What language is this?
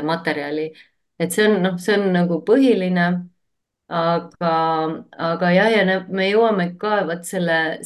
Estonian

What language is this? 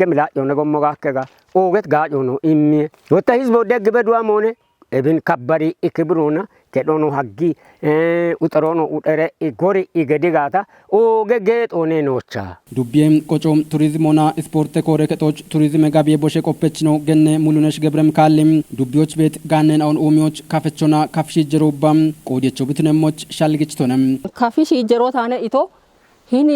Kafa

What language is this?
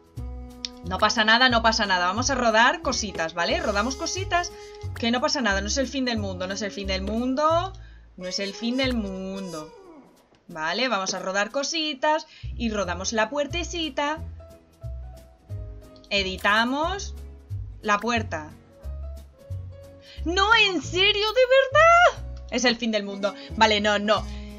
Spanish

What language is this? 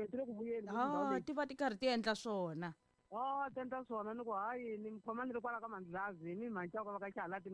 Tsonga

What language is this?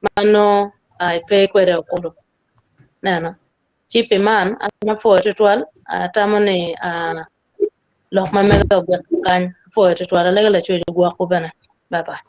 Acoli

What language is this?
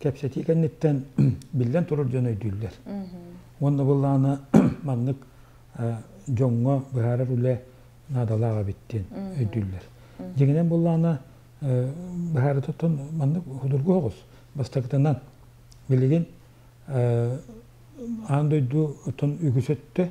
Yakut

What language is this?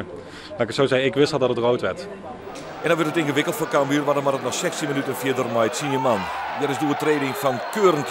Western Frisian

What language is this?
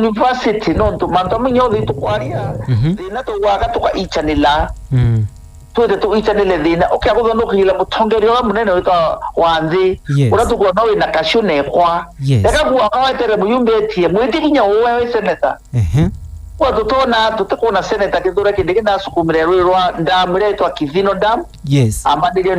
Meru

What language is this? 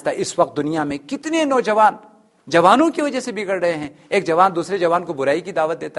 Urdu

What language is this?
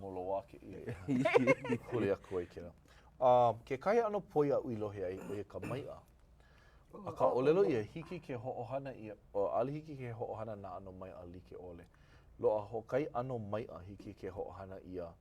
Hawaiian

